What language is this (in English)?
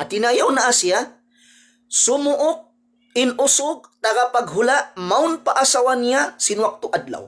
Tausug